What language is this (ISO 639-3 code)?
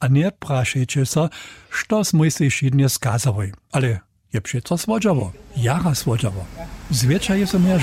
hsb